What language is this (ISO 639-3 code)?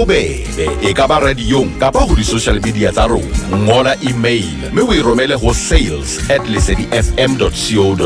sot